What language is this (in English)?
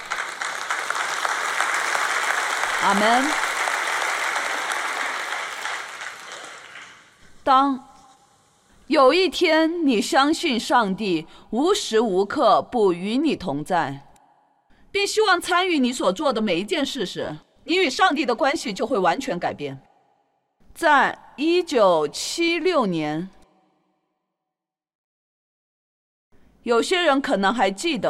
Chinese